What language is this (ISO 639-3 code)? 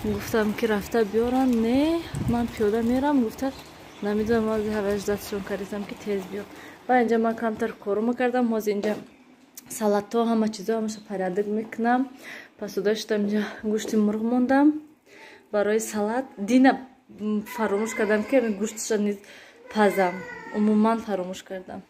tgk